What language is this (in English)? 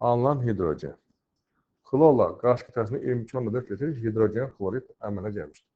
Azerbaijani